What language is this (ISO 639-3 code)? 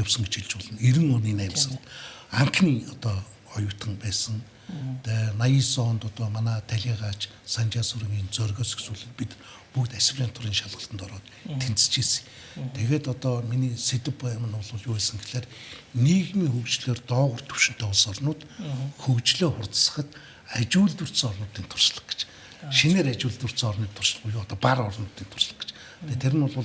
mon